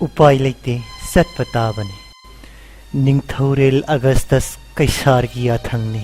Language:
Manipuri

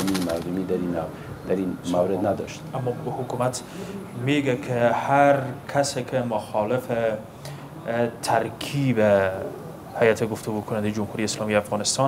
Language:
Persian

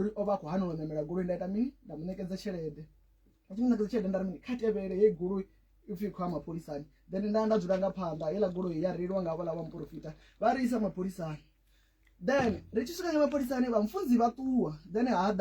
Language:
Venda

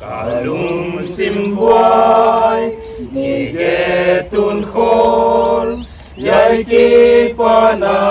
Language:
Paite Chin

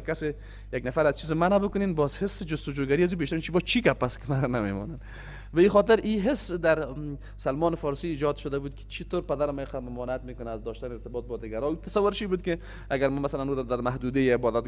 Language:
Persian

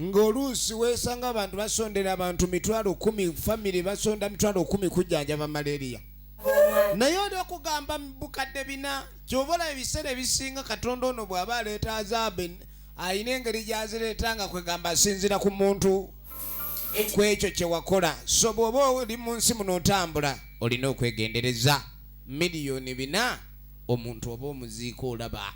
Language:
Ganda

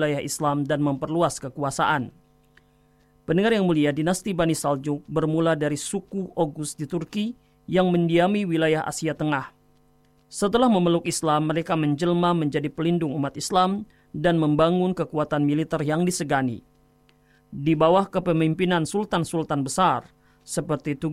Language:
Indonesian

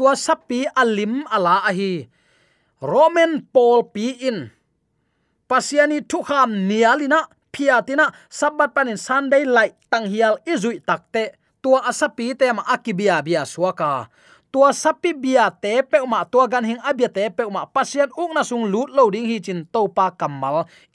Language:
Tedim Chin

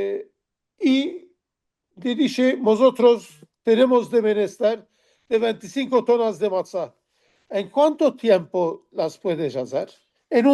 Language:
Ladino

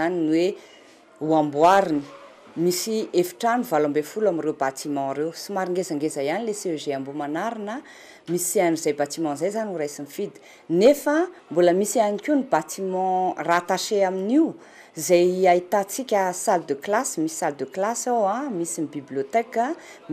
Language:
Malagasy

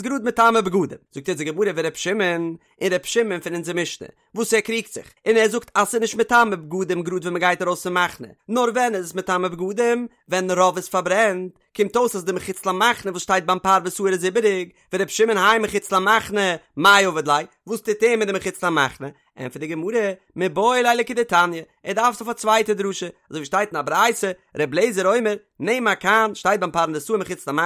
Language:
Yiddish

